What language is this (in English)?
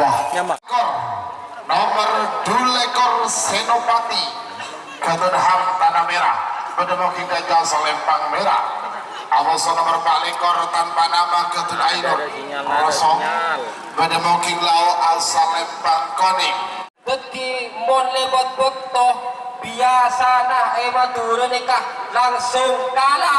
Madurese